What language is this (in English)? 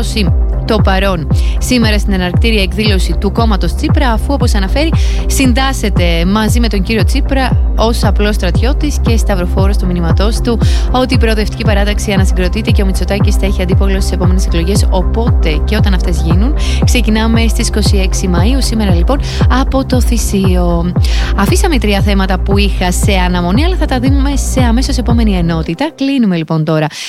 Greek